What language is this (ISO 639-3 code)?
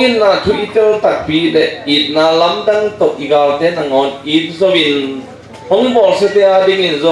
ctd